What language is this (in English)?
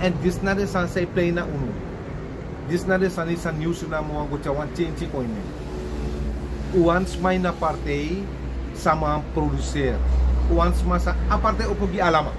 Sranan Tongo